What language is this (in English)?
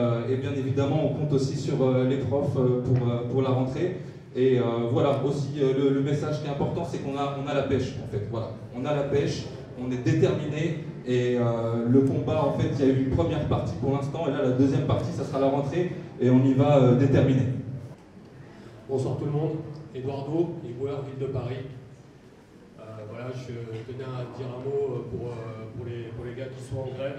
French